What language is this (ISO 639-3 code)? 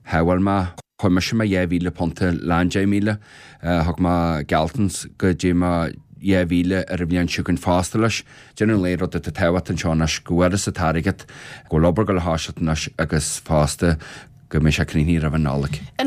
gle